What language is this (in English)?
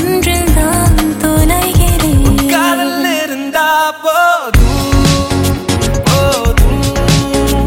Tamil